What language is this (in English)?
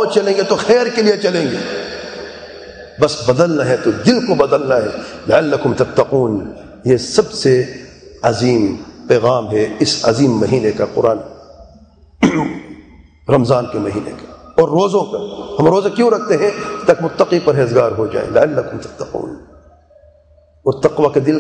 Urdu